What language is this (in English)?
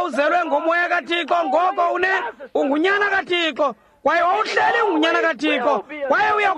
Xhosa